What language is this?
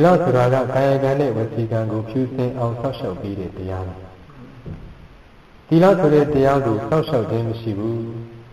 Burmese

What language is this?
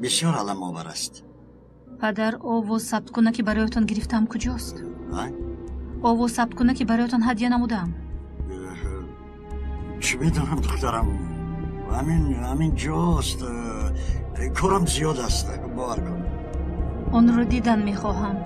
Tajik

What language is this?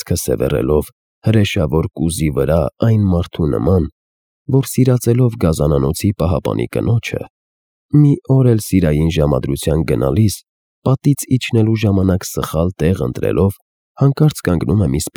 Armenian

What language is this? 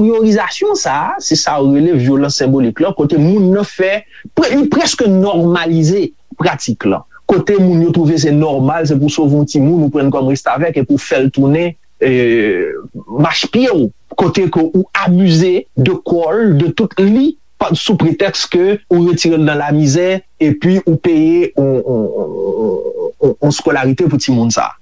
Haitian Creole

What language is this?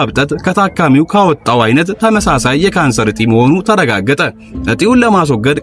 Amharic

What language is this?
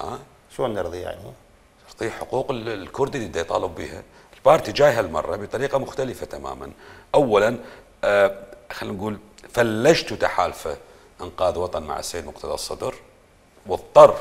Mesopotamian Arabic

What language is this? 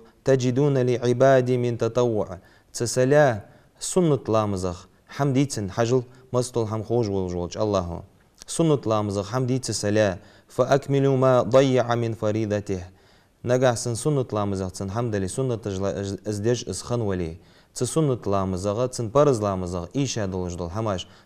Ingush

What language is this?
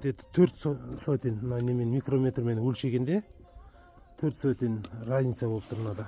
Kazakh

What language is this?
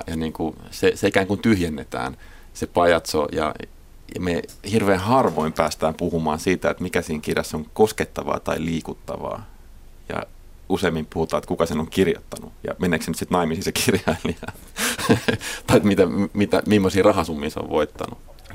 Finnish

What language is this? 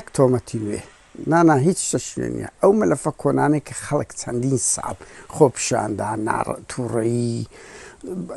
Central Kurdish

